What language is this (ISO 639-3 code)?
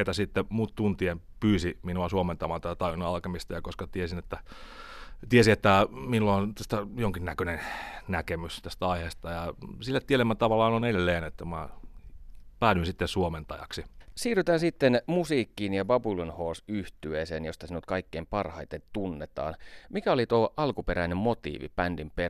fin